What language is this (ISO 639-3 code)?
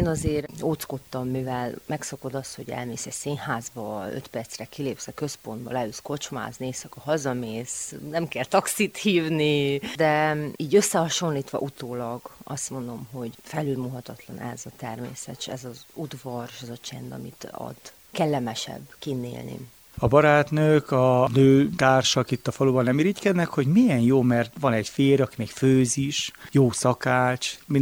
hun